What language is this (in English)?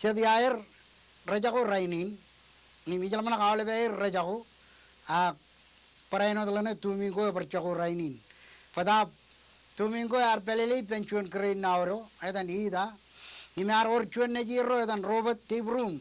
Marshallese